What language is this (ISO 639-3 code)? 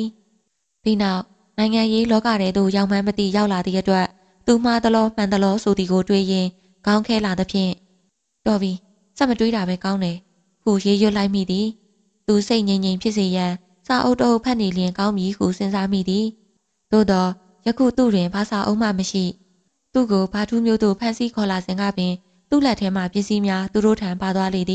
mya